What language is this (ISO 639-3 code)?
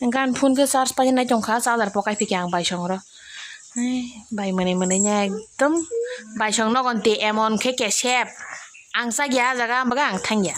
trp